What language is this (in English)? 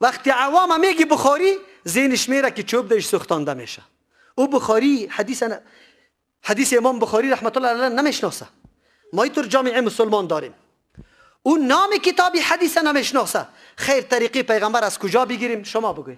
Persian